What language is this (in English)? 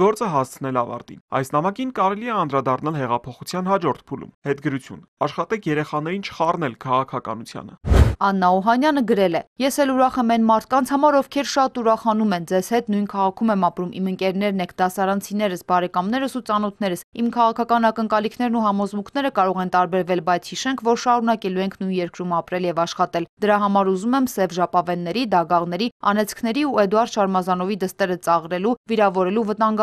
Armenian